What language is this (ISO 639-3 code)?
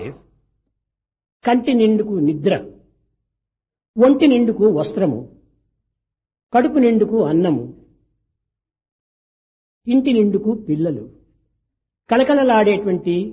tel